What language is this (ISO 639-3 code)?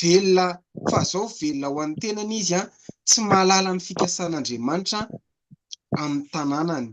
mlg